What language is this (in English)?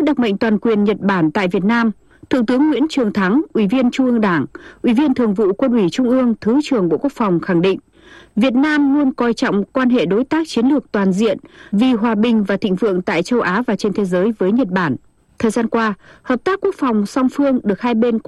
Vietnamese